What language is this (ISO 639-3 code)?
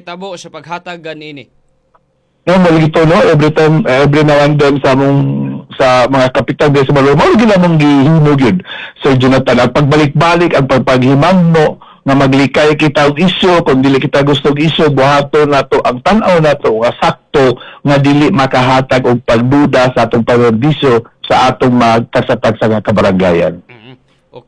ceb